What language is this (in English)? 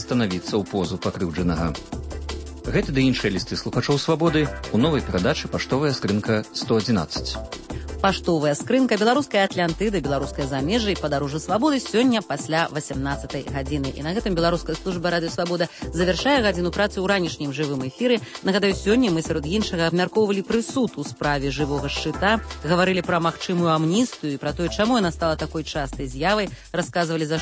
Belarusian